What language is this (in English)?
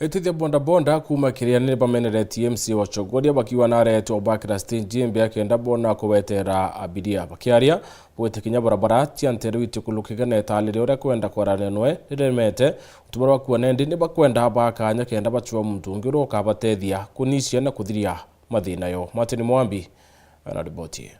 Meru